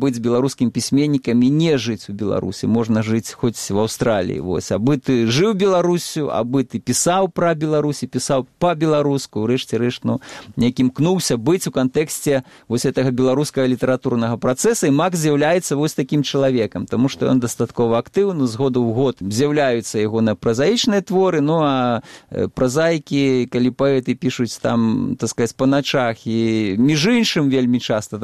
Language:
Belarusian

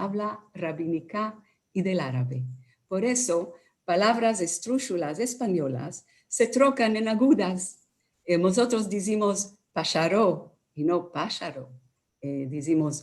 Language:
Ladino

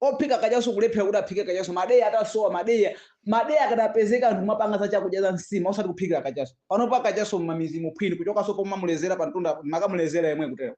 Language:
Nyanja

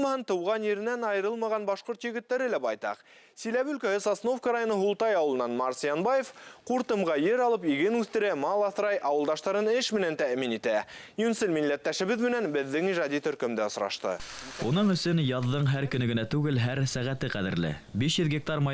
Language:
Bashkir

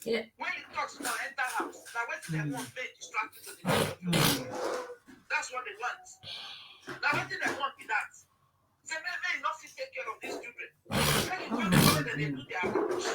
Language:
Nigerian Pidgin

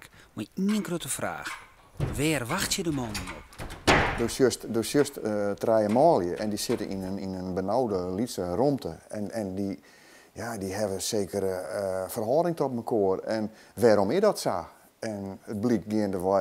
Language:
Western Frisian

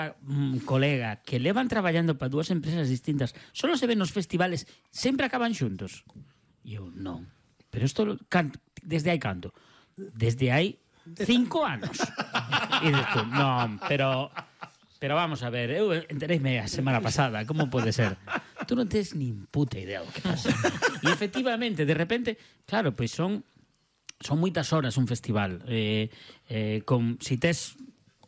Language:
Galician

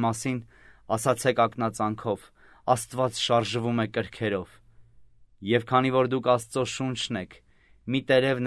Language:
Armenian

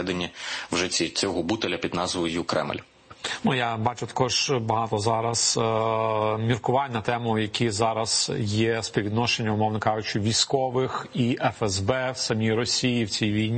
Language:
Ukrainian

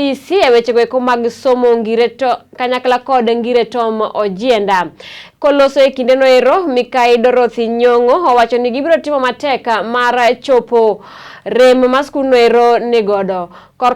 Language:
Luo (Kenya and Tanzania)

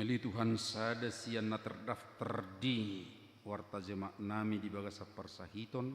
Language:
Batak Toba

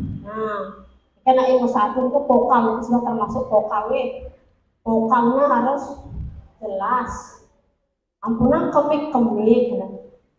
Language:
Balinese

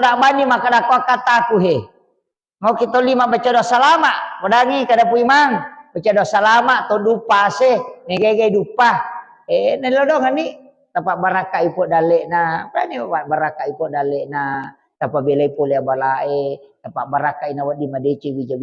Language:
Buginese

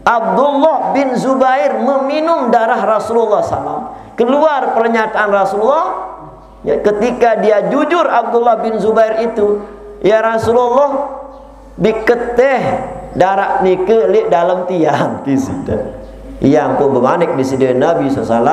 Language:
Sasak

